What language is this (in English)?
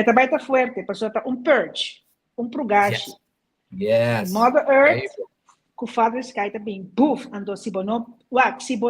Papiamento